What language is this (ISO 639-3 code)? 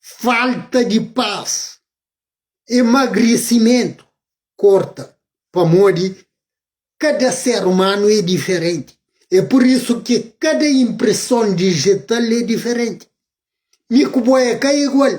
kea